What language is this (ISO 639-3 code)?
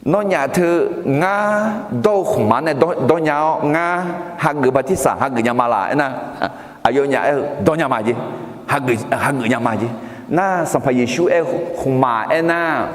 ahk